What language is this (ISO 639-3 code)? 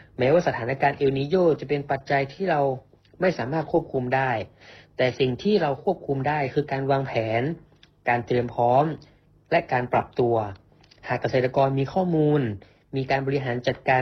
tha